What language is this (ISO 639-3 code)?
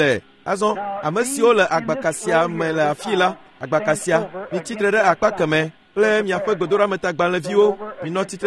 ewe